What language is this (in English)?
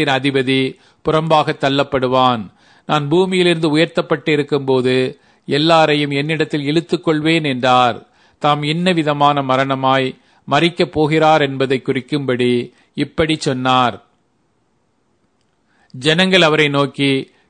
Tamil